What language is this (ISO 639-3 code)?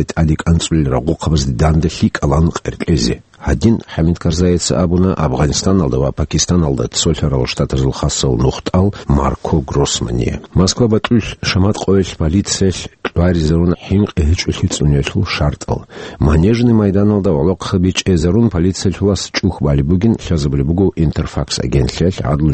ava